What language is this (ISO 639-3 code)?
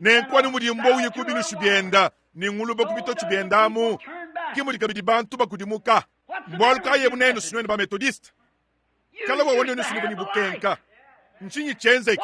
lua